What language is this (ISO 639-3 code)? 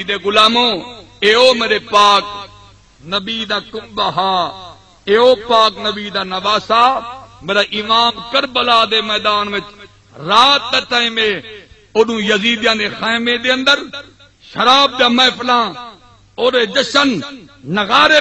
skr